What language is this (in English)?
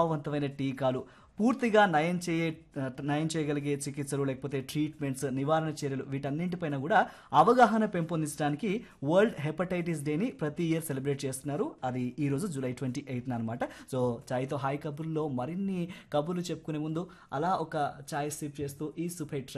Telugu